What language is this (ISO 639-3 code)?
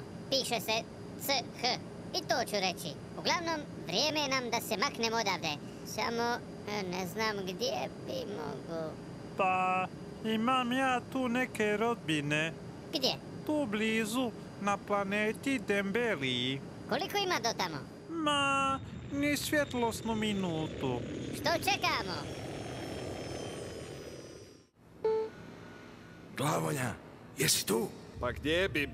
hrv